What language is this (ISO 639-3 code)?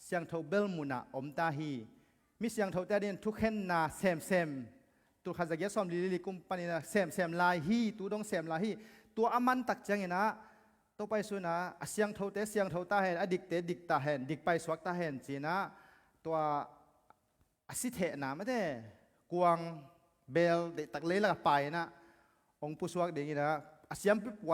ctd